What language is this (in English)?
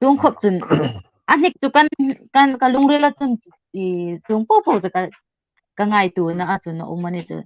Hmar